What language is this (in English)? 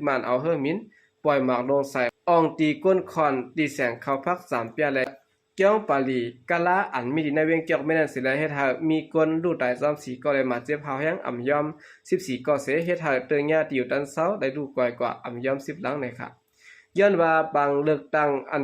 Shan